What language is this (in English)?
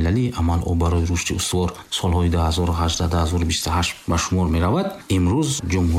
Tajik